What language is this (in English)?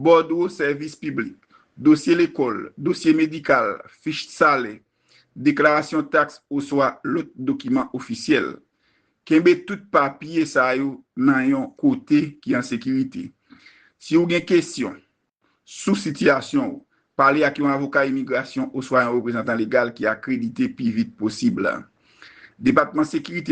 Haitian Creole